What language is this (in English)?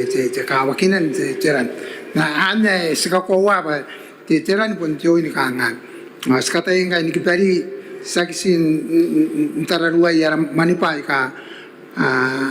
Gilbertese